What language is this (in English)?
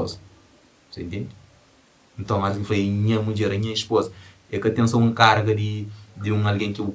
Kabuverdianu